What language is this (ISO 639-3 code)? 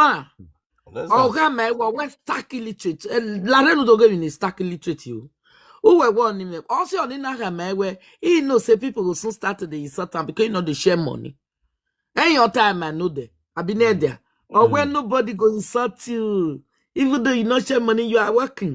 pcm